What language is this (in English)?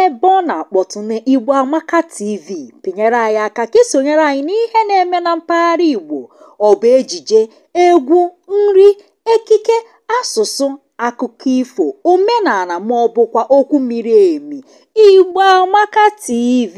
Igbo